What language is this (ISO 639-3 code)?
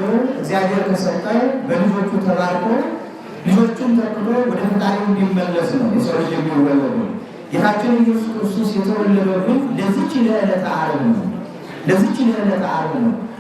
amh